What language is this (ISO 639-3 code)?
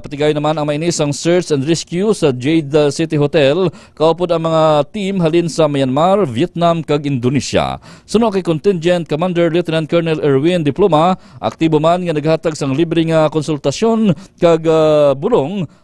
hil